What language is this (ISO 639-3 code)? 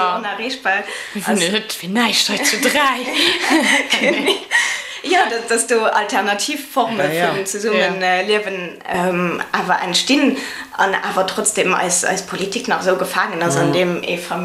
ltz